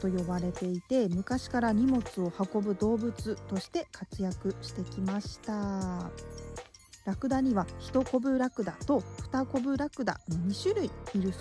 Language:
Japanese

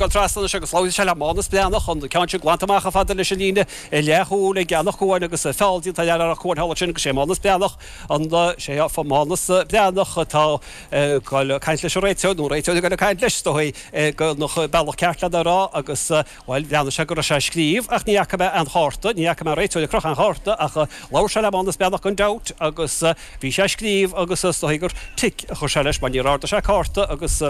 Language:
Irish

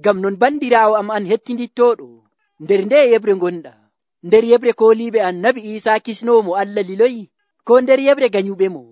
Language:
Nigerian Fulfulde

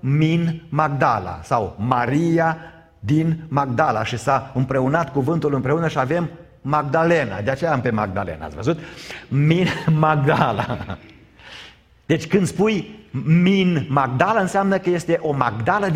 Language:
Romanian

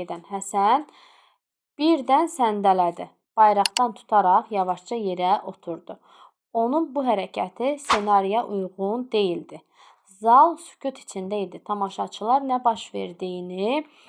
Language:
Azerbaijani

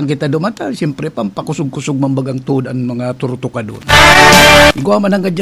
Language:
Bikol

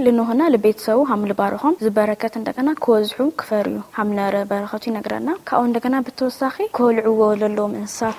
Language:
Tigrinya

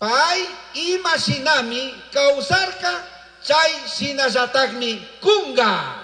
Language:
Chimborazo Highland Quichua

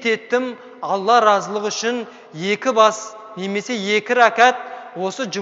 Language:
Kazakh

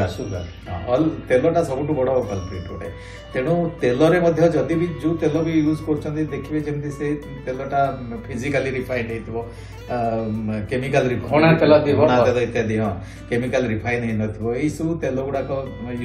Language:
Odia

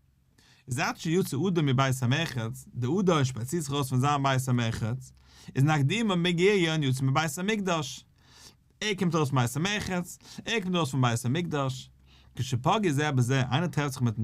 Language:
Yiddish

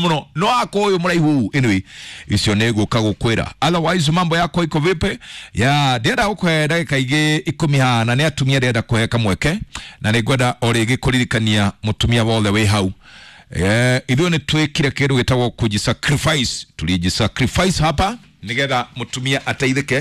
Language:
Kikuyu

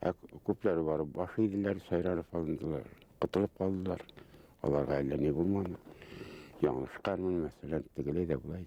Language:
Bashkir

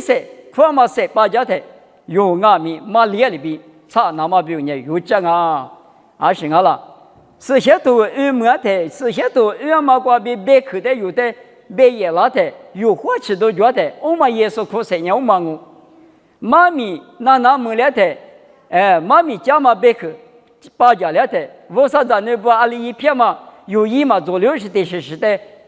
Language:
Lisu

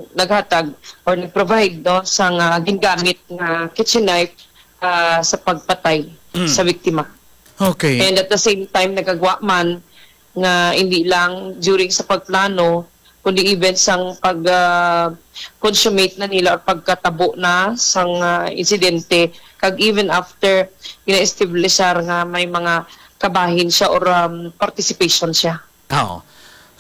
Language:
Hiligaynon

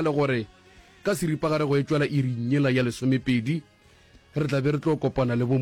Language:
Northern Sotho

